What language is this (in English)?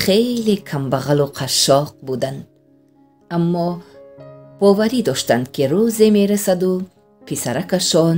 Tajik